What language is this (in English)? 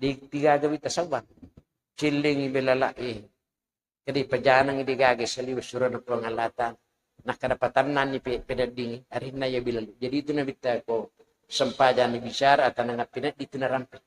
Buginese